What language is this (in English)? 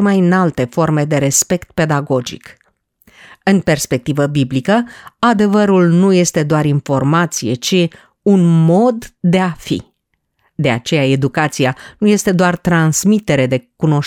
Romanian